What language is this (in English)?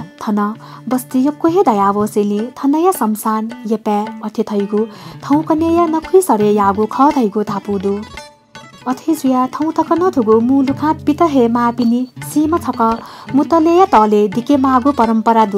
Newari